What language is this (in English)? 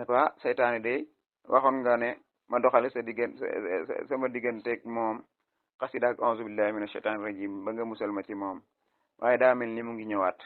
Wolof